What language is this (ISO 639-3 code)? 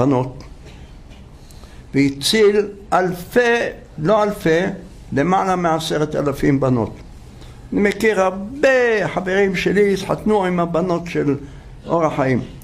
heb